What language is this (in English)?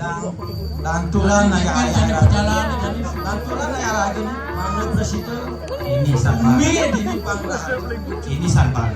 Balinese